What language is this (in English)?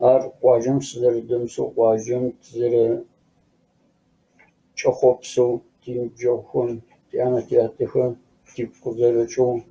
Kabardian